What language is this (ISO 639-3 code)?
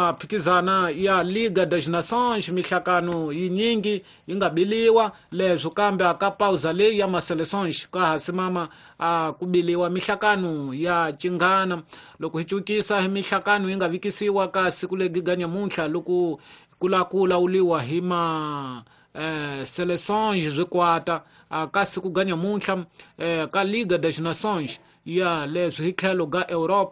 tso